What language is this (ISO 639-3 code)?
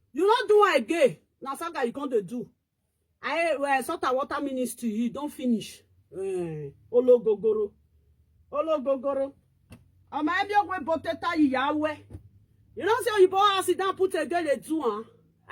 pcm